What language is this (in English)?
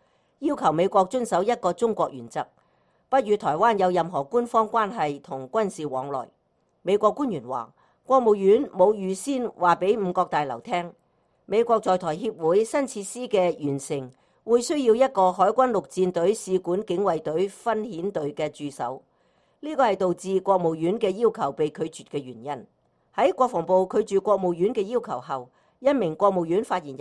Cantonese